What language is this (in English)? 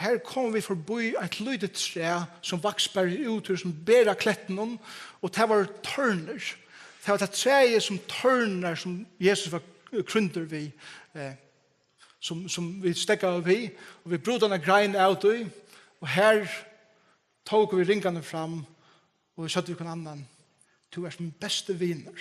Faroese